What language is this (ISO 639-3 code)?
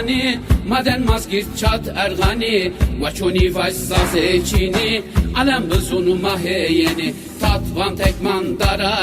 zza